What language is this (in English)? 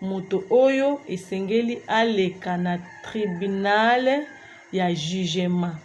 Lingala